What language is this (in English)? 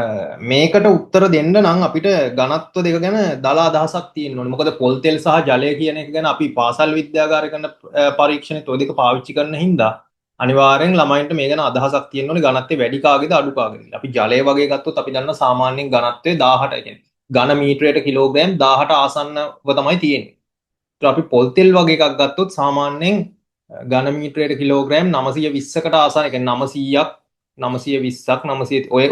Sinhala